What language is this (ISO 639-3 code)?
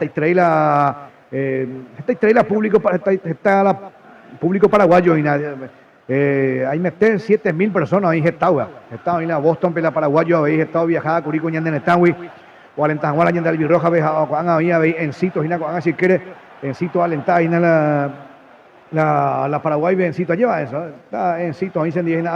grn